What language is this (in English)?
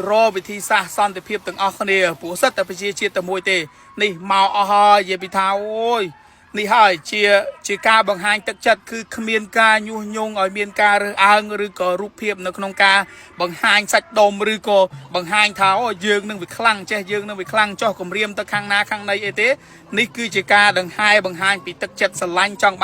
Khmer